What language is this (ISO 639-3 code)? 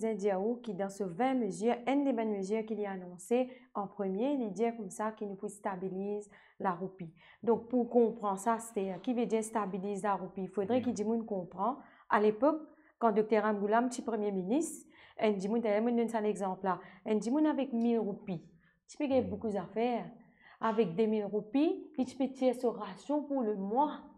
mfe